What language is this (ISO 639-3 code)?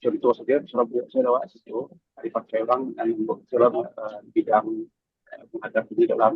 min